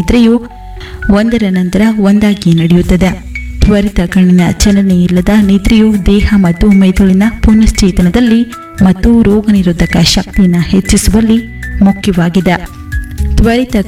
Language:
Kannada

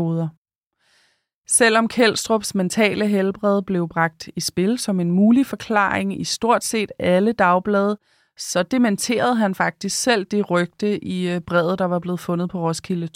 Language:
Danish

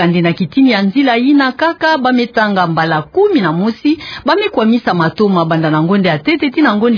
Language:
Kituba (Democratic Republic of Congo)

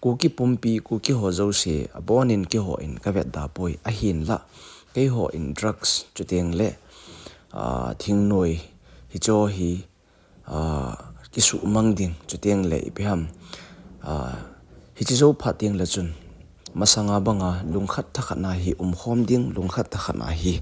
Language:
Thado Chin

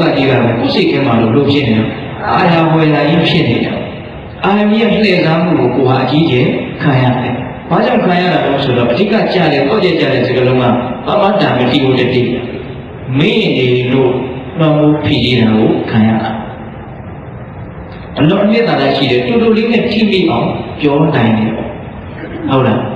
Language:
Burmese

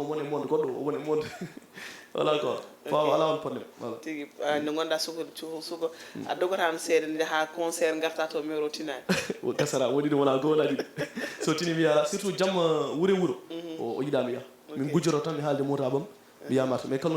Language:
Fula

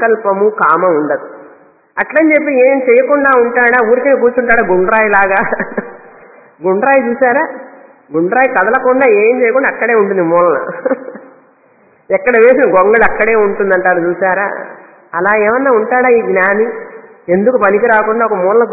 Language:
Telugu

